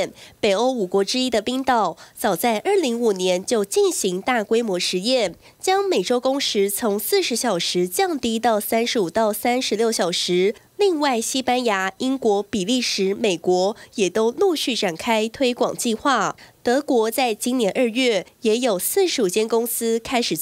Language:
Chinese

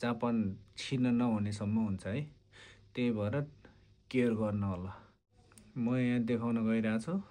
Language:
Nepali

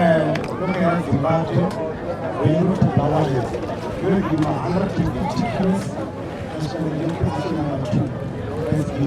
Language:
Venda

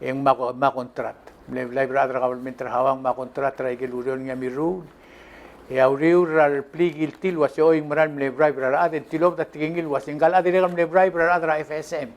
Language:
Palauan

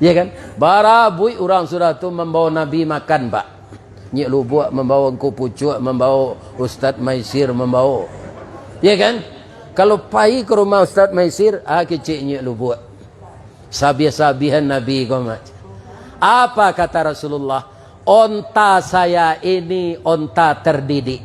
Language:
Minangkabau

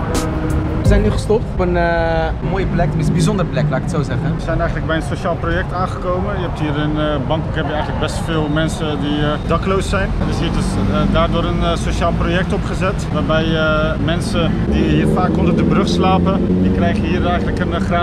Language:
Dutch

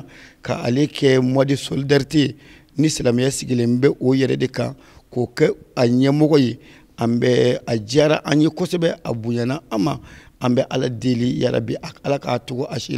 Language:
Bambara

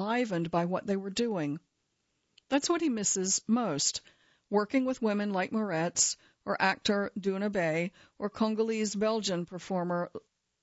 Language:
English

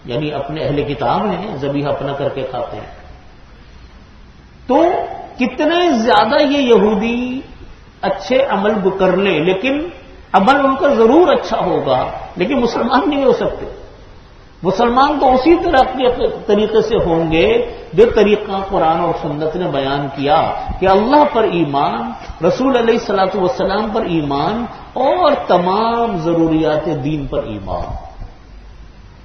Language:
Urdu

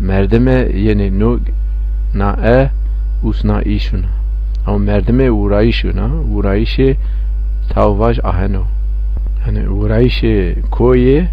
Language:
Zaza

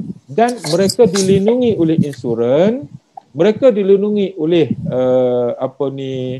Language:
Malay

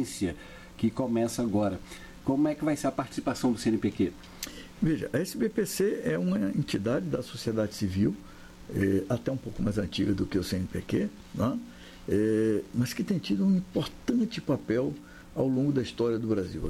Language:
Portuguese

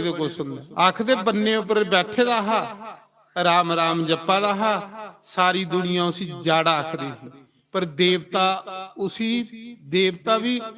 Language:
Dogri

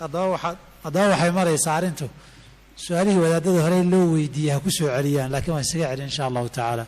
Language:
Somali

